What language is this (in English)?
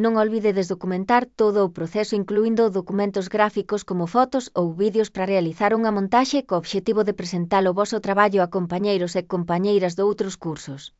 Galician